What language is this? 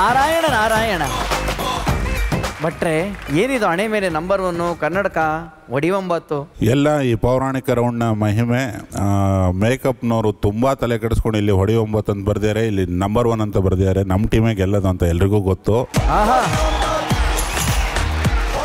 Kannada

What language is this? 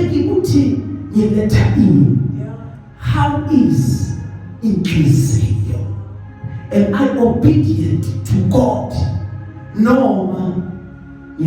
Zulu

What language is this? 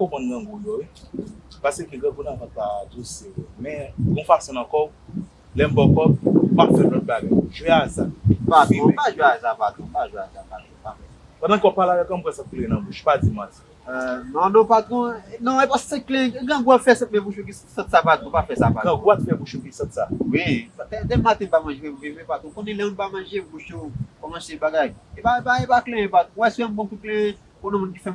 Haitian Creole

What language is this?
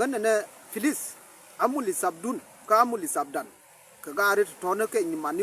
Nuer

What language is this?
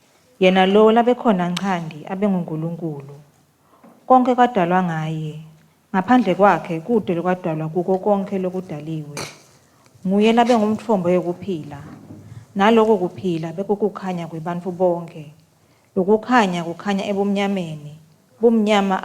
Swati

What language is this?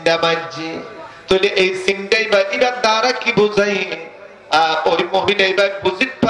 Rohingya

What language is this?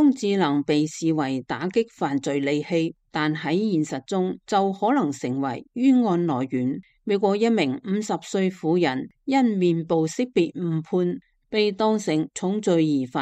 Cantonese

